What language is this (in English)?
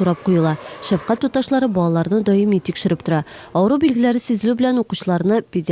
Tatar